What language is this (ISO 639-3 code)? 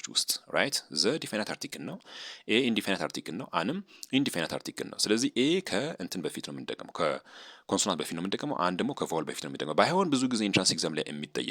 amh